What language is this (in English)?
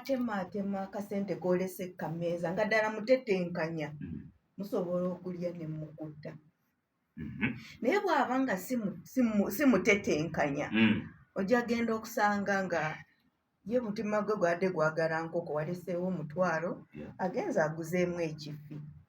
Ganda